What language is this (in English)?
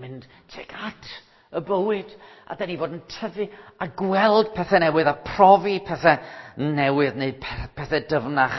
Welsh